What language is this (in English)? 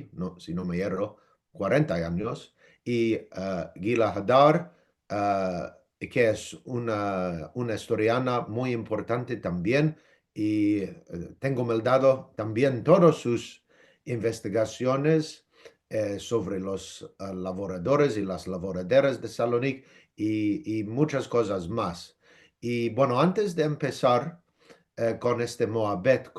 Ladino